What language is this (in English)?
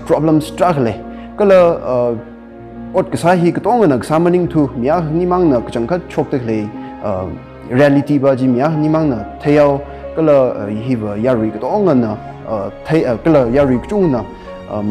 Tangkhul Naga (India)